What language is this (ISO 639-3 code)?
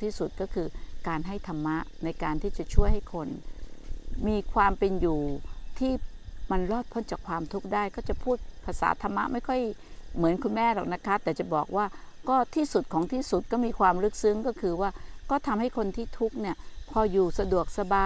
tha